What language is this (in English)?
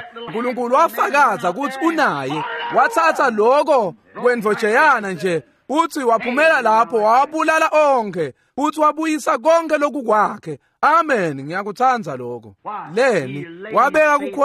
Swati